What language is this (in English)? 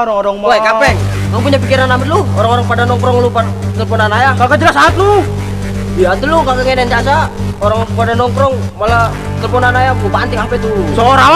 Betawi